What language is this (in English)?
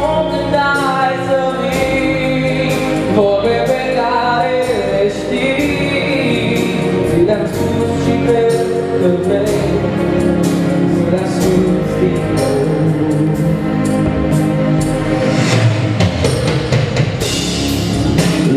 Romanian